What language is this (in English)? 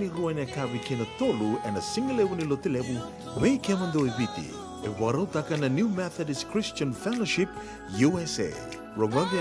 Fijian